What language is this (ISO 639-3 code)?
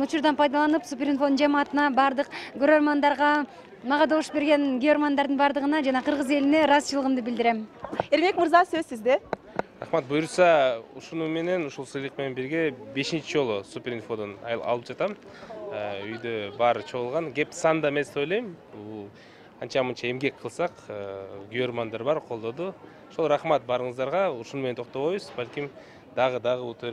kir